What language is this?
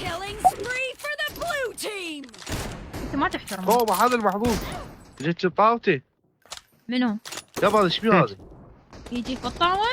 Mesopotamian Arabic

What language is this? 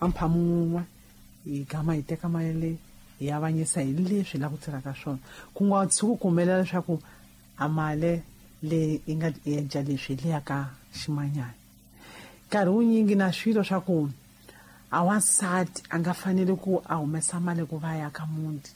Tsonga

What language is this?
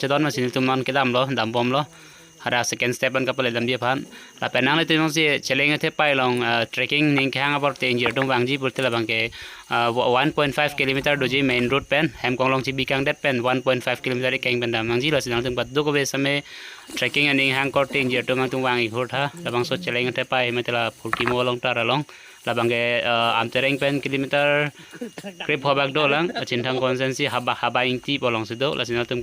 Karbi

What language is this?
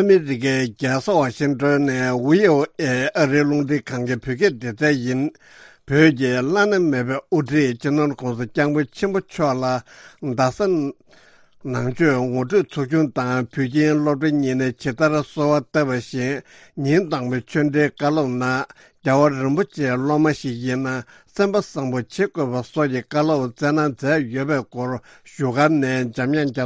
Tibetan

